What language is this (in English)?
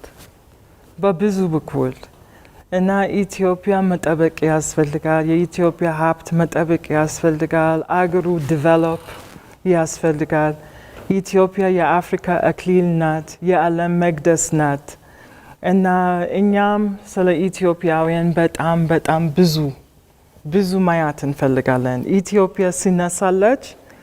Amharic